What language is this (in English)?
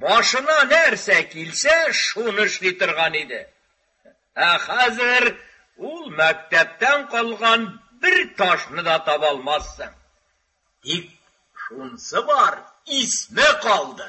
Tatar